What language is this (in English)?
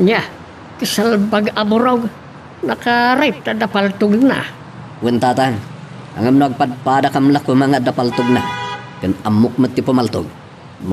Iloko